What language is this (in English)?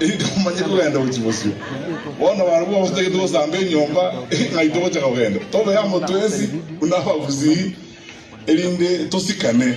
Gusii